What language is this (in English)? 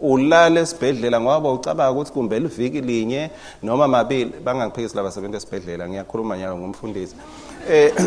Swati